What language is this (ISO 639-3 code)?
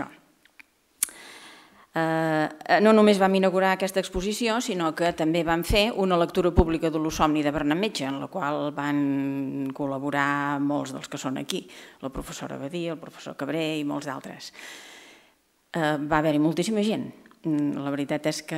cat